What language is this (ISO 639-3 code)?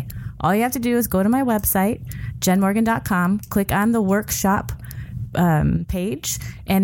eng